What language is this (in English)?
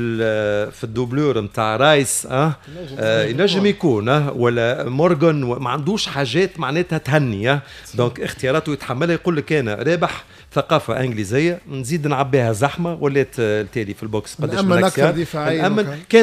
Tunisian Arabic